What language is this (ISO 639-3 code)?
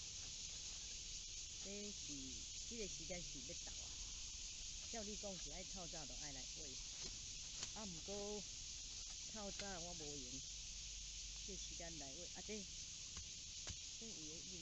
nan